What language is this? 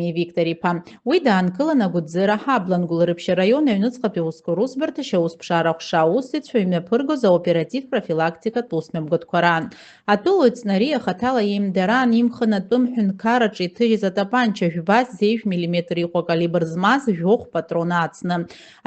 Abkhazian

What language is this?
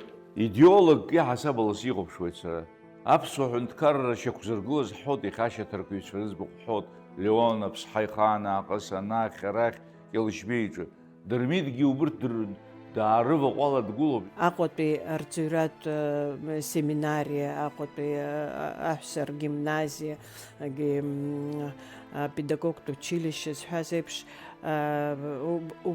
Abkhazian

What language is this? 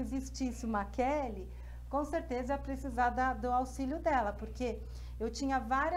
Portuguese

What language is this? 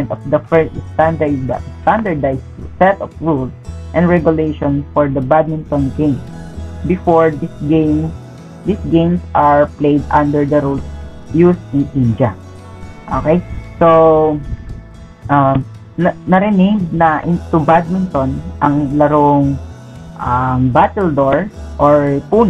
Filipino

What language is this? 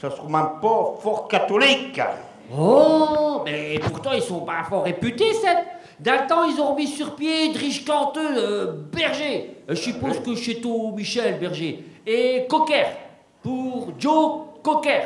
Picard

